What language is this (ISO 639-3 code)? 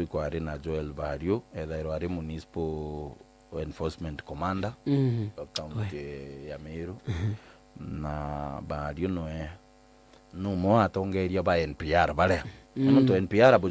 mer